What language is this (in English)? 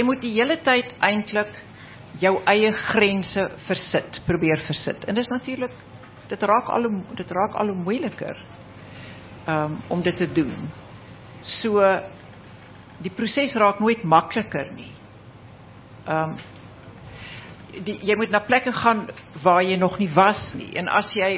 Afrikaans